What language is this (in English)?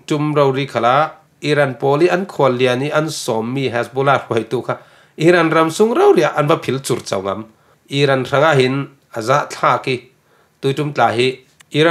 Falam Chin